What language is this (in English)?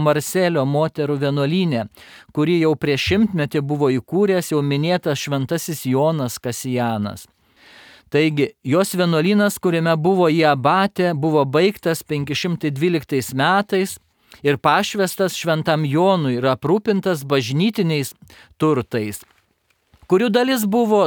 Lithuanian